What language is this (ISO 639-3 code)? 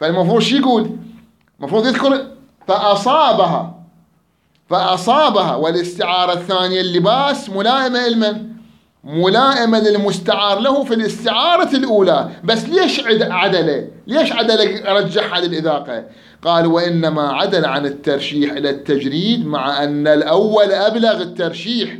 acm